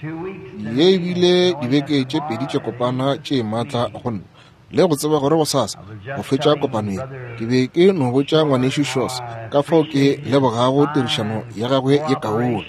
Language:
Northern Sotho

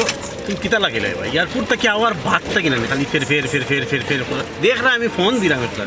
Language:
Sylheti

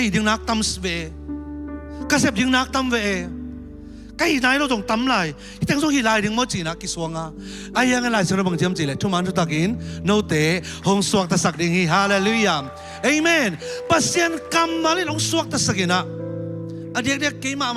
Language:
Tedim Chin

